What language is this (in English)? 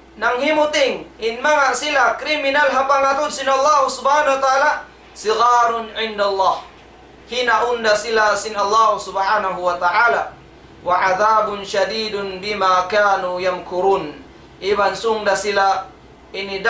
Tausug